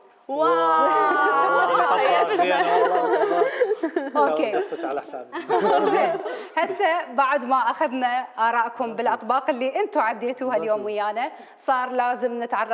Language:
Mesopotamian Arabic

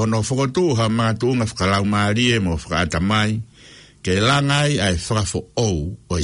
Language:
Tongan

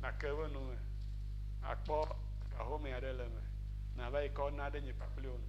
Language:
Ewe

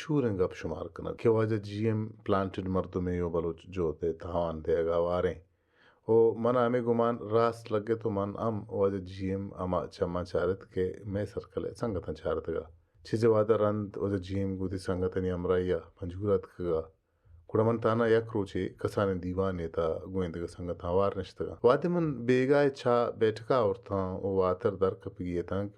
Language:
Baluchi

